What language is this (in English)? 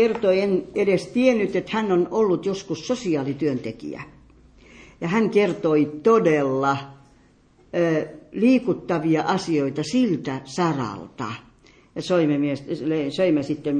Finnish